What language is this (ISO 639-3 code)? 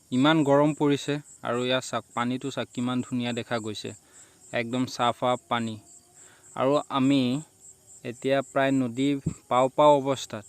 asm